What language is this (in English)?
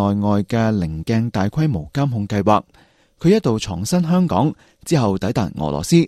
Cantonese